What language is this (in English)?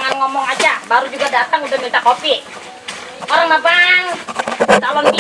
Betawi